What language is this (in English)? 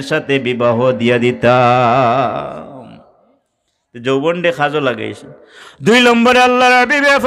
Sylheti